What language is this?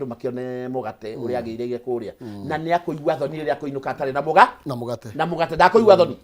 Kikuyu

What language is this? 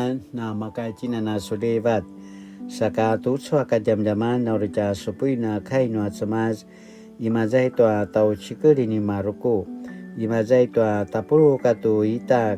Paiwan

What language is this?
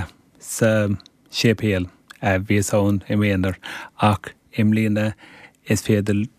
Irish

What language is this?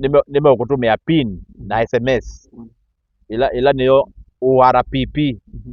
Kamba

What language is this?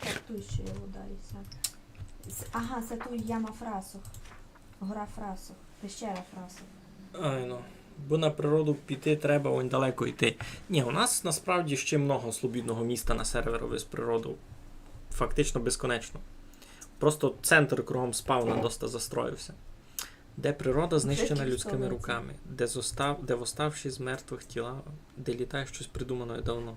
Rusyn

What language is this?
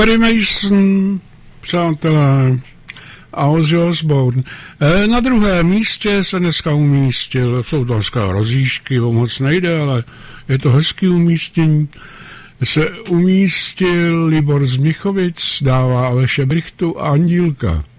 Czech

